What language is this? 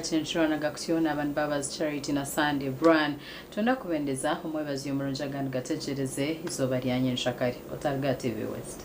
Nyankole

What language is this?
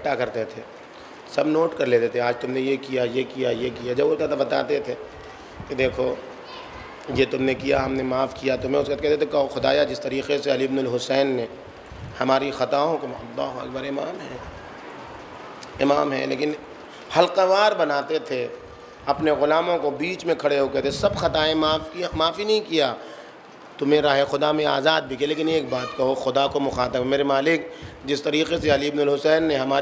Urdu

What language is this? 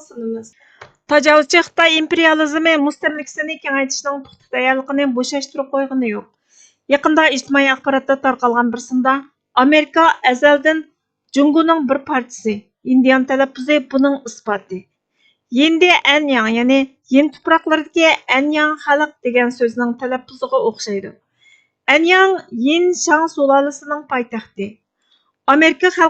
Uyghur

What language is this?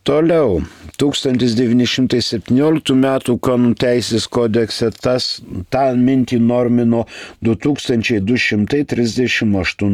Lithuanian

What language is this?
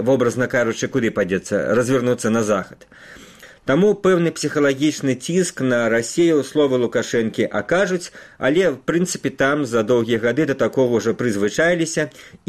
Belarusian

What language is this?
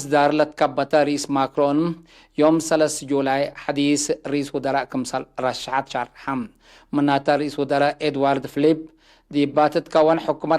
Tigre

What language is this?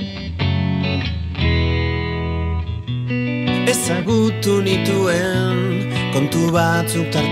Basque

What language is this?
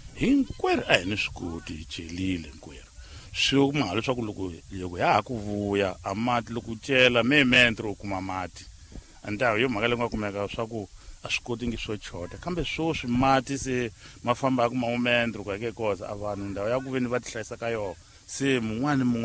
Tsonga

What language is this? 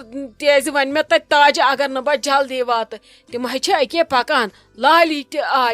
Kashmiri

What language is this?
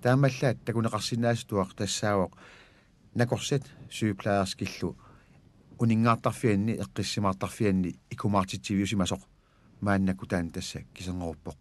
Kalaallisut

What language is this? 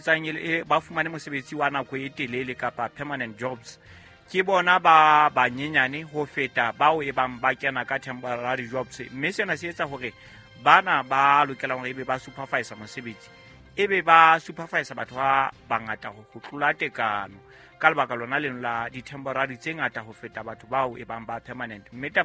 Southern Sotho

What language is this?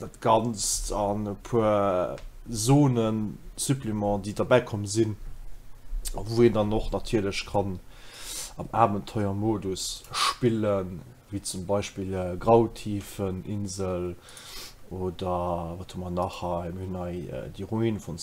Luxembourgish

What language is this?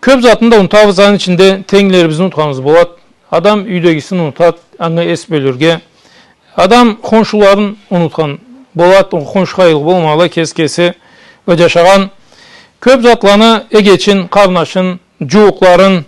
Karachay-Balkar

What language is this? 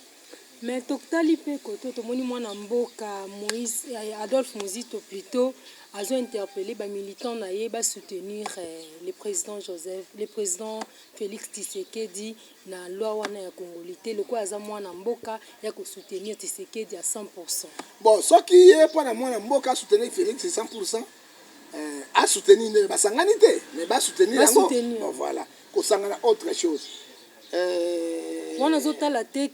Lingala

